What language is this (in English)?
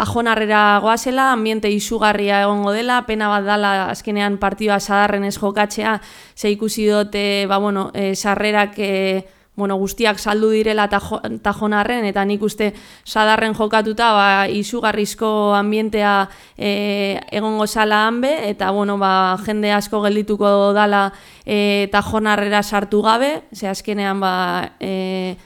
Basque